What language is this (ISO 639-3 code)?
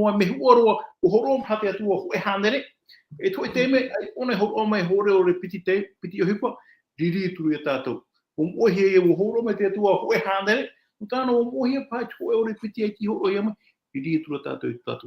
tah